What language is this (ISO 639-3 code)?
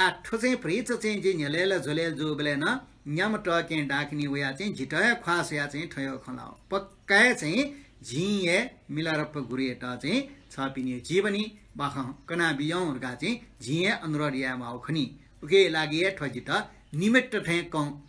new